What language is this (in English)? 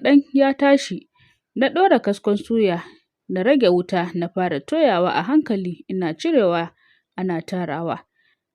Hausa